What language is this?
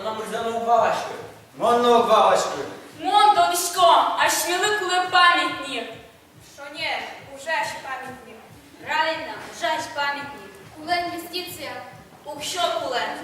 Udmurt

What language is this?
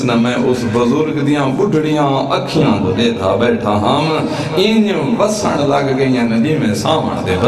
Saraiki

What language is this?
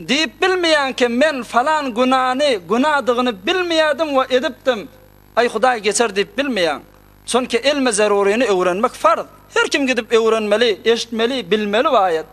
Turkmen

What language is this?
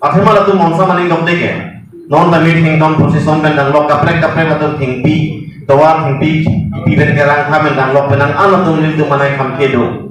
Karbi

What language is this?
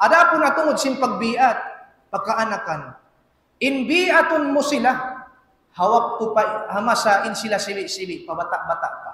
Tausug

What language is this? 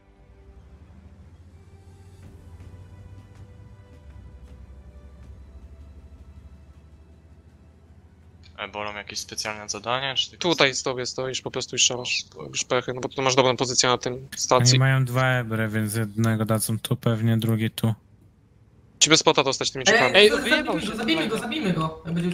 Polish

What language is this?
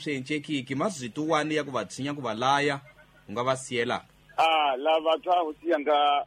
Tsonga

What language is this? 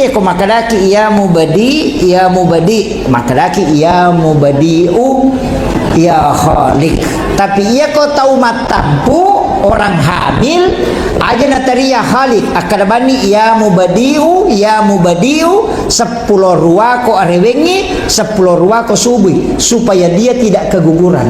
Buginese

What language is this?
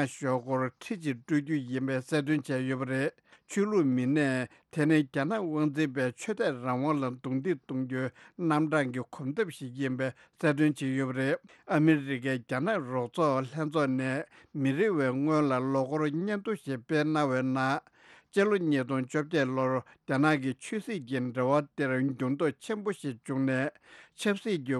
Tibetan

